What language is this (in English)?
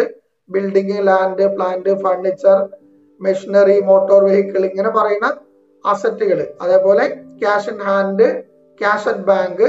Malayalam